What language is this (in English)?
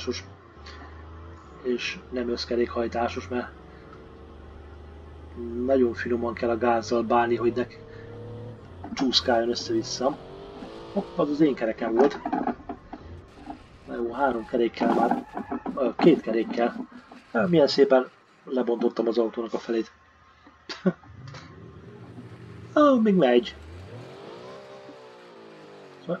Hungarian